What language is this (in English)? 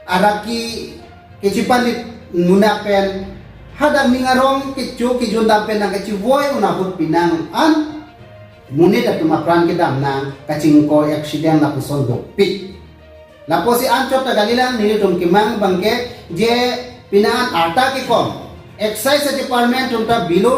Karbi